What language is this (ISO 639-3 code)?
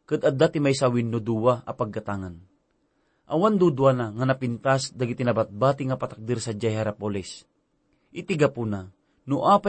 ilo